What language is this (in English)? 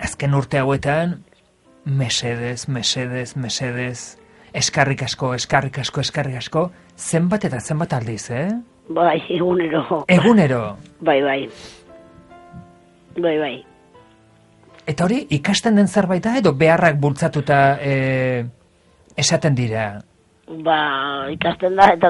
Basque